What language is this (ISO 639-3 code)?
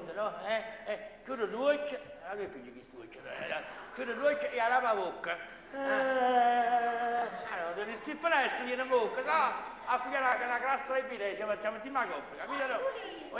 nap